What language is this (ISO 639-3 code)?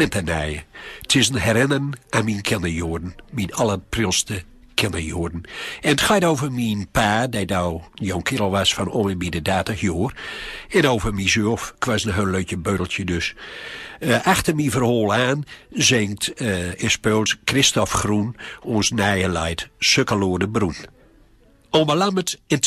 gos